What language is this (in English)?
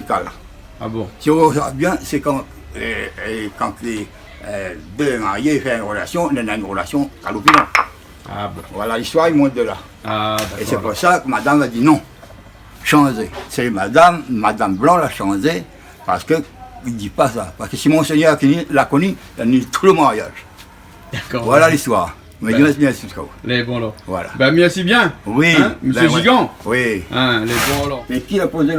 Réunion Creole French